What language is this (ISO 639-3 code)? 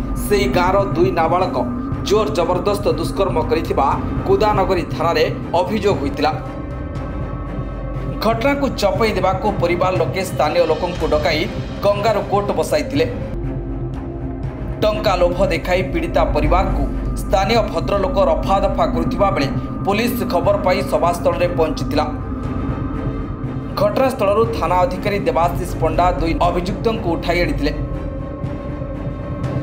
ori